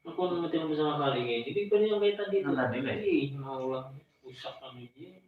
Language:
Banjar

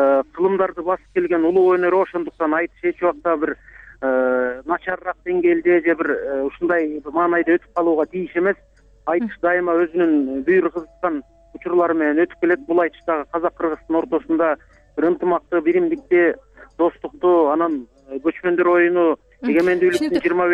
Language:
Kyrgyz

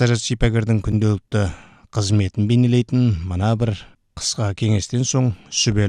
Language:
Kazakh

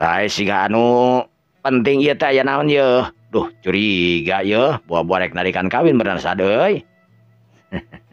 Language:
Sundanese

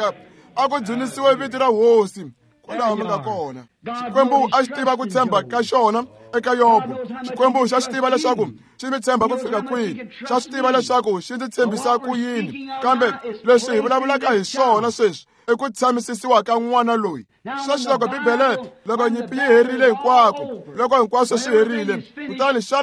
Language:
Tsonga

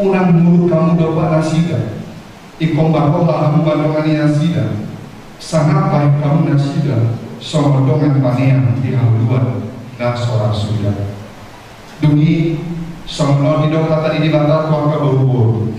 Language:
Batak Toba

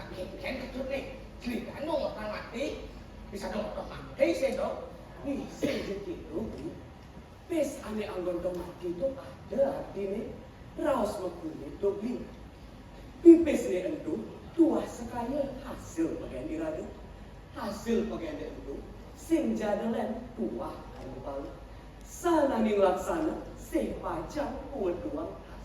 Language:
Balinese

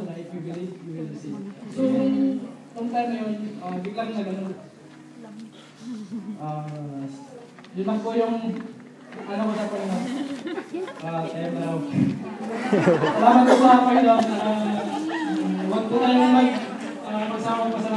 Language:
Filipino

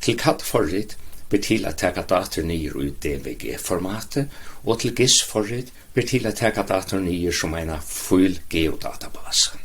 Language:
Faroese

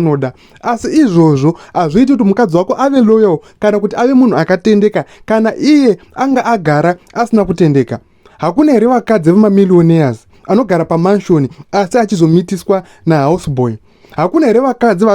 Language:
Shona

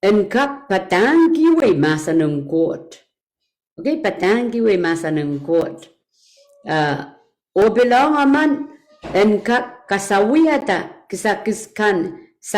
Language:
Pohnpeian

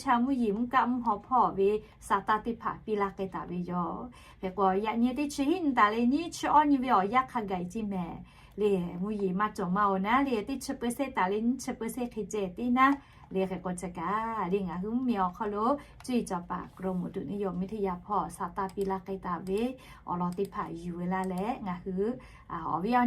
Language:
Lahu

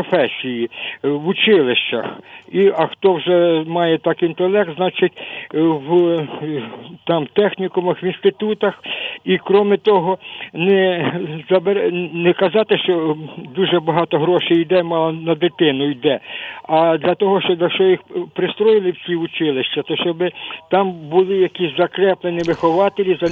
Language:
Ukrainian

